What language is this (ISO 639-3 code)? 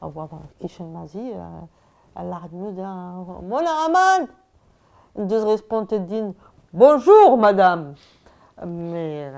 bre